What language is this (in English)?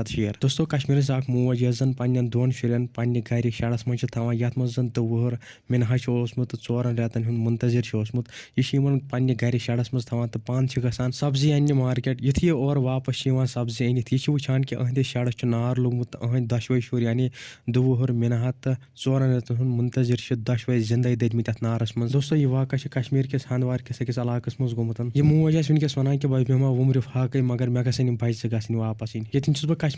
Kashmiri